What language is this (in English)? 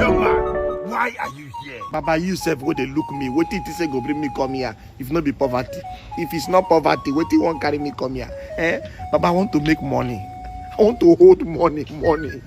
Nigerian Pidgin